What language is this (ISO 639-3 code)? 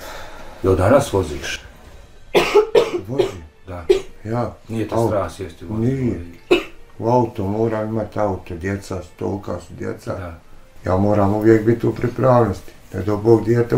bos